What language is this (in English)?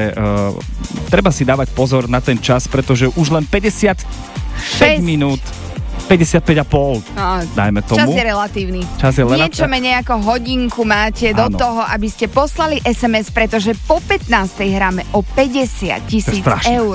Slovak